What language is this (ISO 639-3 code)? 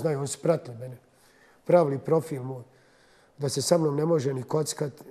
bos